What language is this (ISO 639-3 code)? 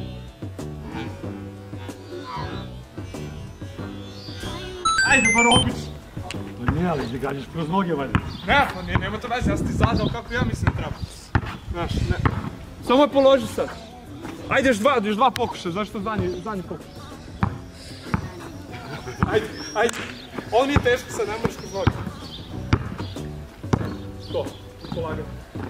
srp